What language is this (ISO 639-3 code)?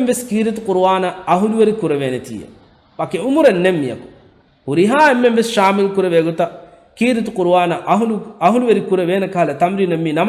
div